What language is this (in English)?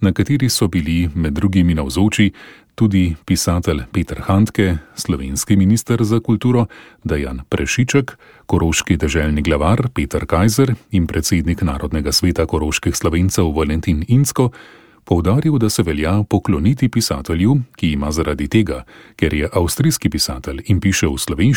Slovenian